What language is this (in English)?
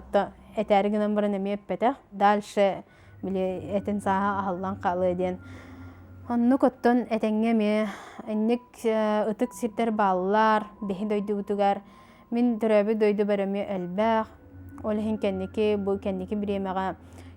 Yakut